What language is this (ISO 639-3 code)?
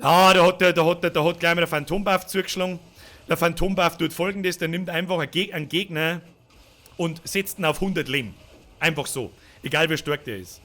bar